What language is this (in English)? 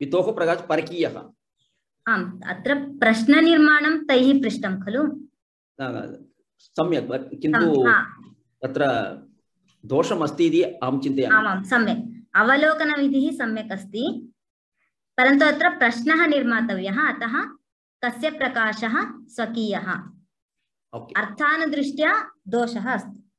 Sanskrit